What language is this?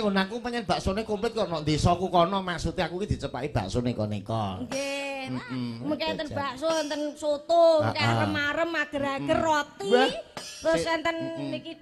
Javanese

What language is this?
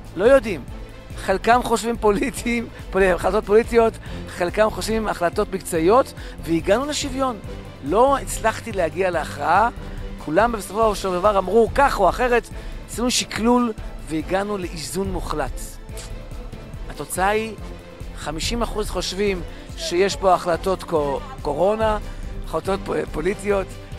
Hebrew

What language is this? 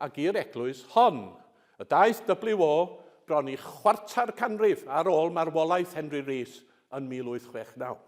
Welsh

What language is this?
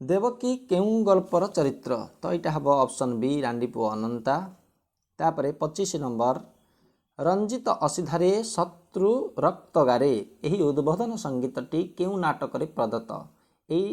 Odia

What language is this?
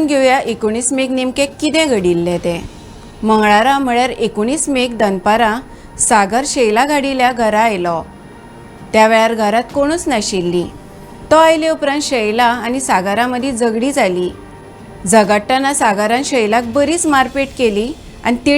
Konkani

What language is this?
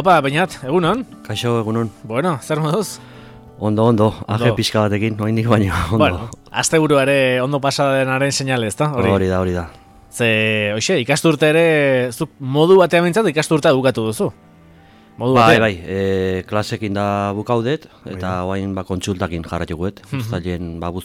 Basque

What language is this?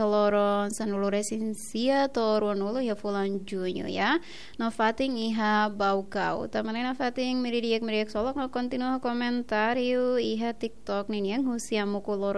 Tetum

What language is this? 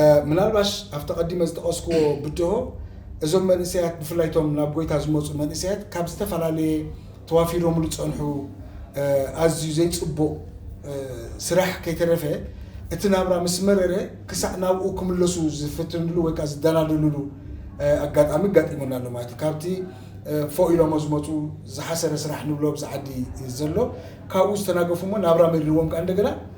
Tigrinya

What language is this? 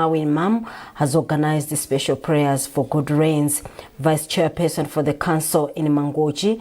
English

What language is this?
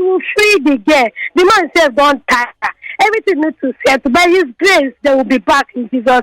Nigerian Pidgin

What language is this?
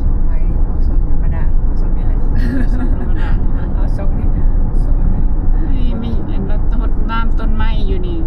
Lao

